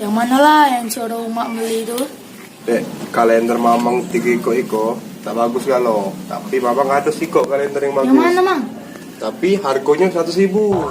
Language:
Musi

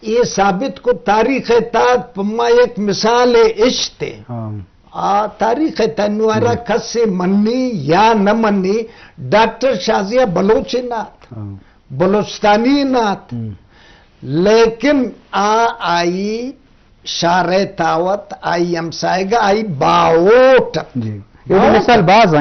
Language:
Eastern Balochi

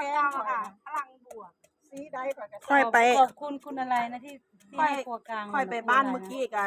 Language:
Northeastern Thai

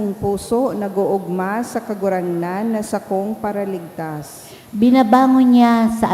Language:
Bikol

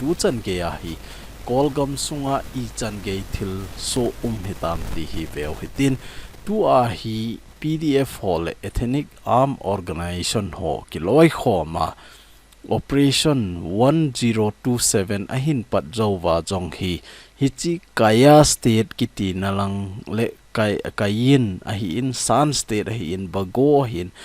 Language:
Thado Chin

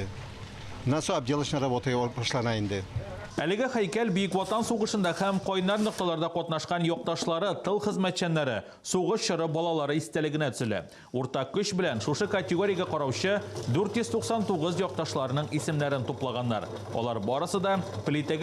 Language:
Tatar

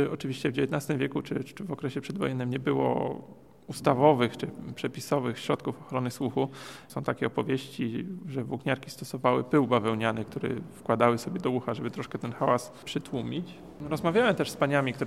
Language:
Polish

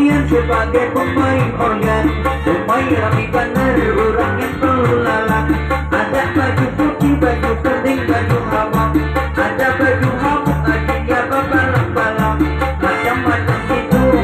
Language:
Banjar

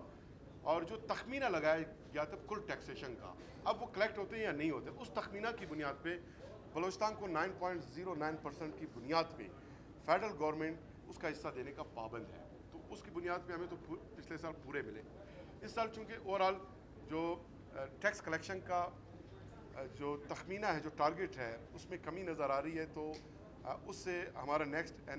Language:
Urdu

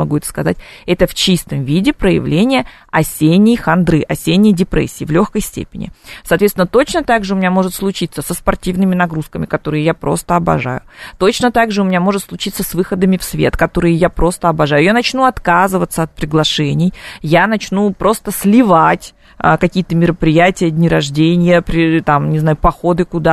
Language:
Russian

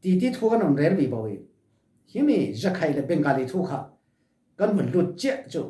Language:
Falam Chin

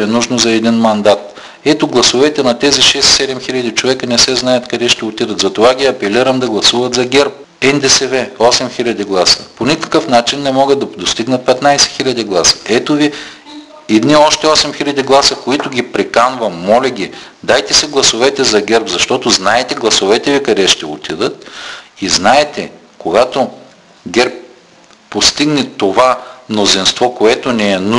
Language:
Bulgarian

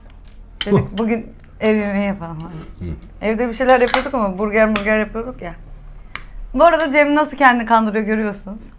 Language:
Turkish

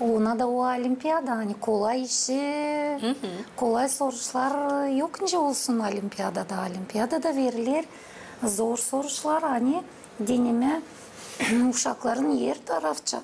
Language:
Gagauz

